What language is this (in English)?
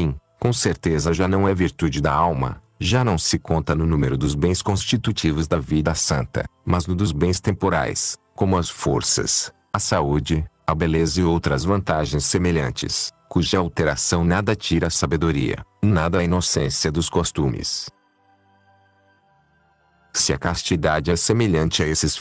Portuguese